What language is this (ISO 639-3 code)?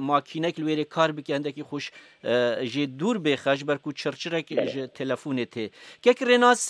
kur